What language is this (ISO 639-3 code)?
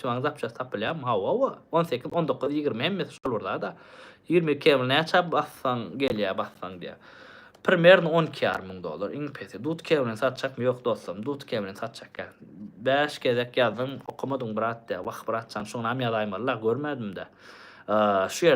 tuk